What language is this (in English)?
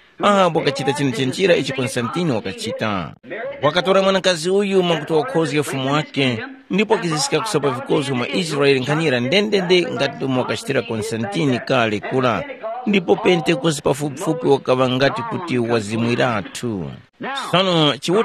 Tumbuka